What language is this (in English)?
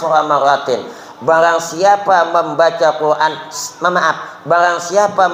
Banjar